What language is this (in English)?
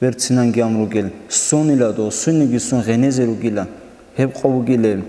Avaric